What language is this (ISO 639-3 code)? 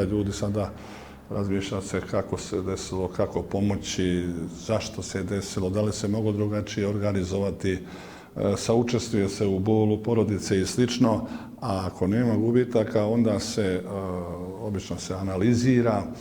bos